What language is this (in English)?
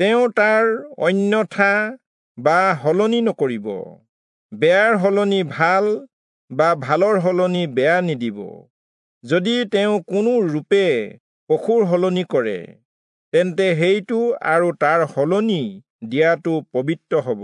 Assamese